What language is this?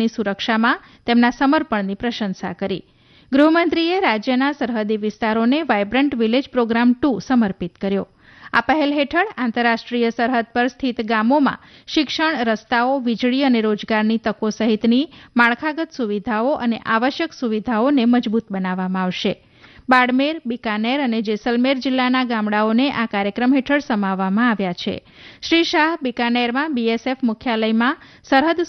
Gujarati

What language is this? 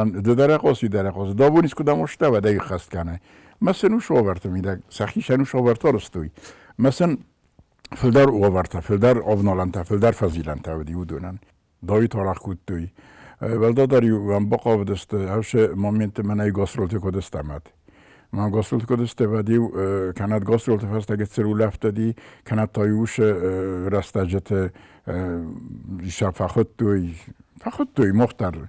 Ossetic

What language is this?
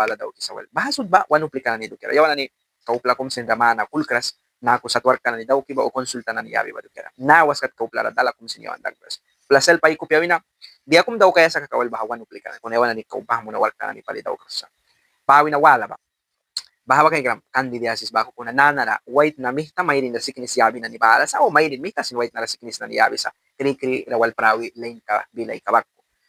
Mískito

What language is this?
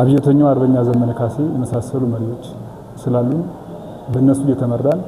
Amharic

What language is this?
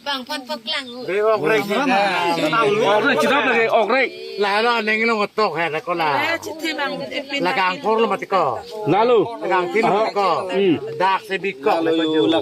Karbi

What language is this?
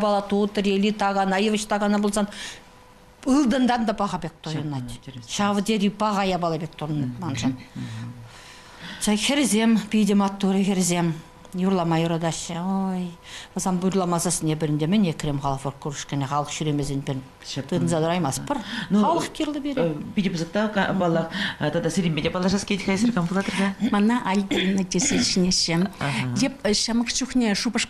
Chuvash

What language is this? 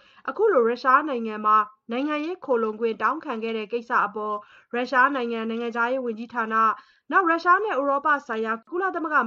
Burmese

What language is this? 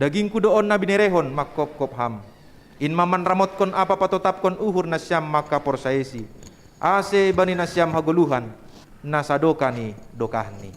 Batak Simalungun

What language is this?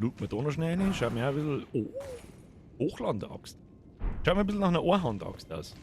Bavarian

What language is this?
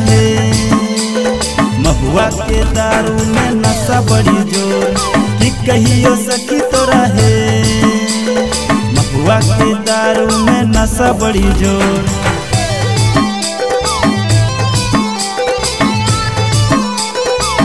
Bhojpuri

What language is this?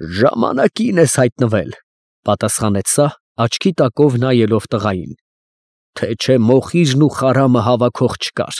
Armenian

